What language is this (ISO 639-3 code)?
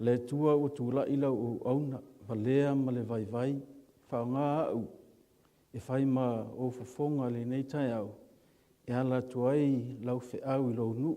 smo